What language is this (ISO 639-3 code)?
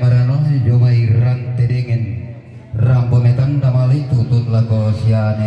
sda